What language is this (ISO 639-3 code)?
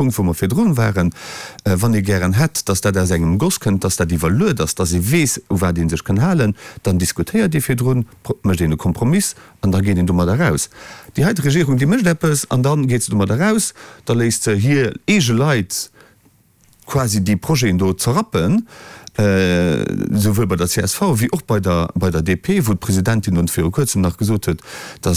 ltz